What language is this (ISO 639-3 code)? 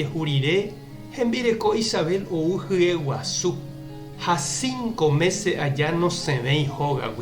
grn